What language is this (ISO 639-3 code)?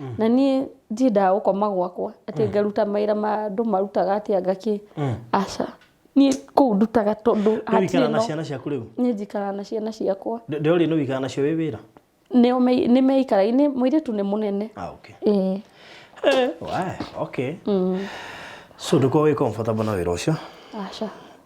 kik